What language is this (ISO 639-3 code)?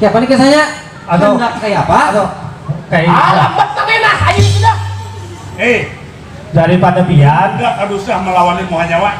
bjn